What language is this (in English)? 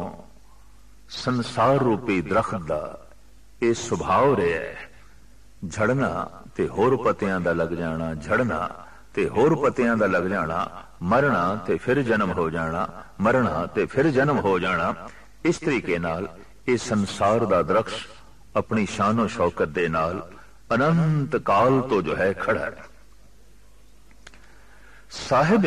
Punjabi